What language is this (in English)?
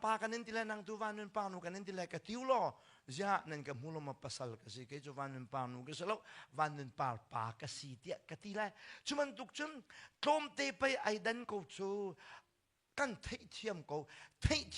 Hakha Chin